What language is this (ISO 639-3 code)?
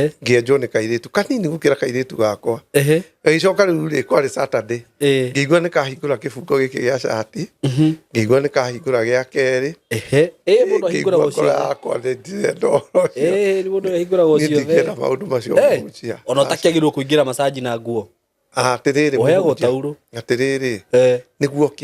kik